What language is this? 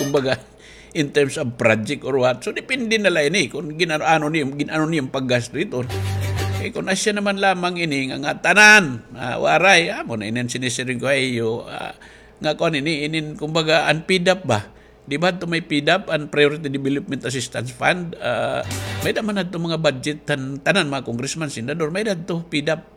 Waray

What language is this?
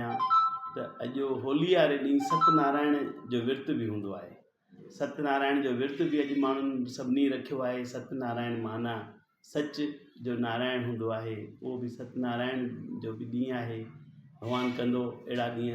Sindhi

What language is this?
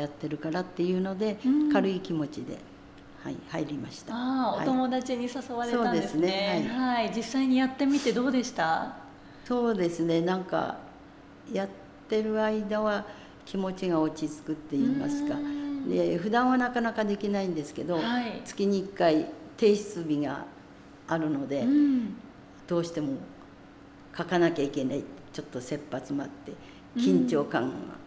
Japanese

